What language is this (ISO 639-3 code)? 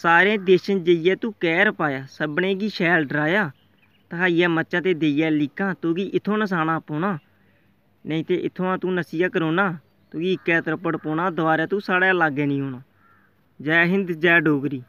doi